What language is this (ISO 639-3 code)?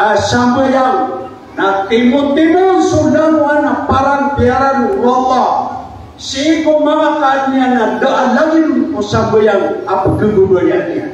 mrw